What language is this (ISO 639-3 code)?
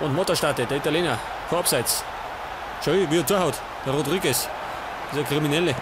bar